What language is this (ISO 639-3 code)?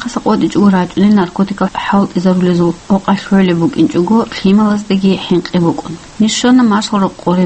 ava